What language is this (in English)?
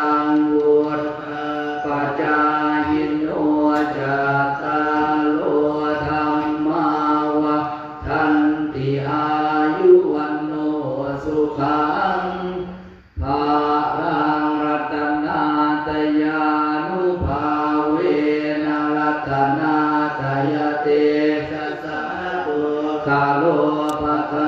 Pali